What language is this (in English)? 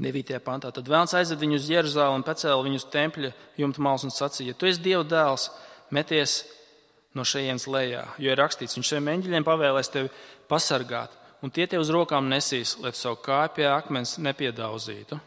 Latvian